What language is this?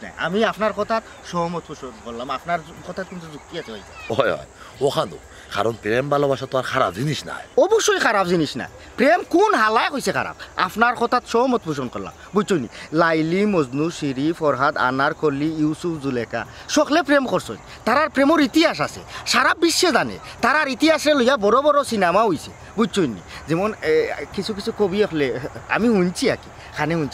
Sylheti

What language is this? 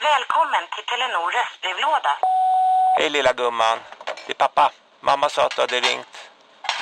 Swedish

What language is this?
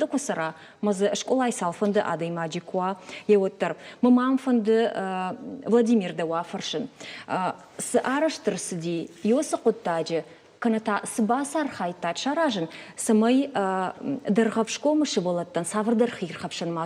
Ossetic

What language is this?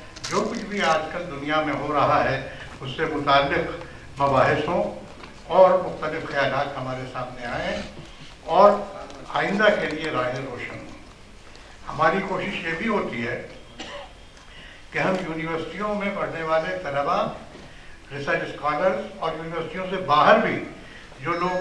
Urdu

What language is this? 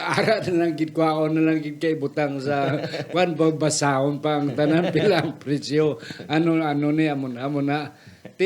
Hiligaynon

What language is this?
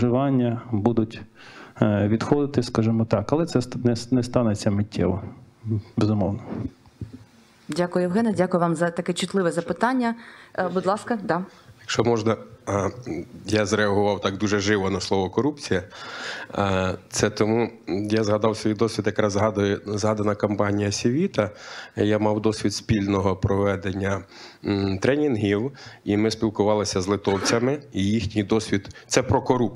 Ukrainian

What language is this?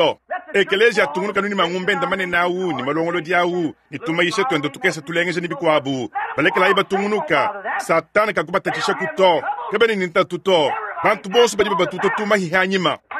Luba-Lulua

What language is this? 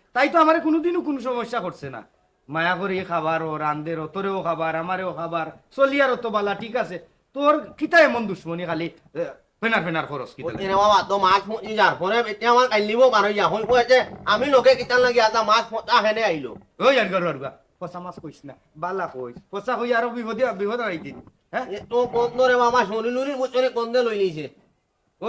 Sylheti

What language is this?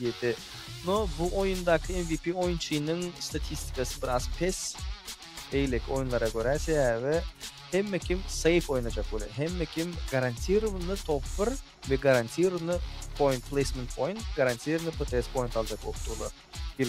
Turkmen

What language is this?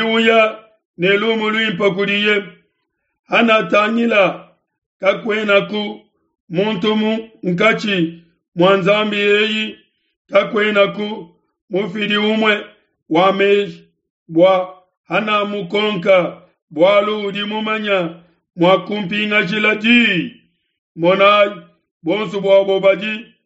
Luba-Lulua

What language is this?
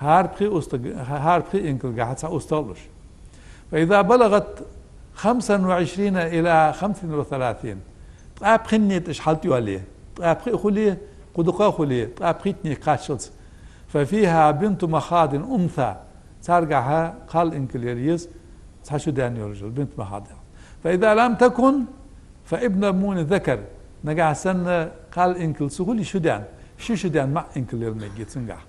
Ingush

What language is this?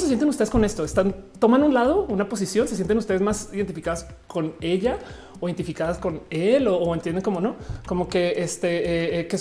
Spanish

